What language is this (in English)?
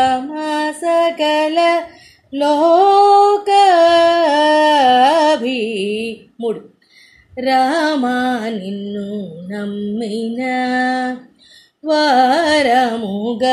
Telugu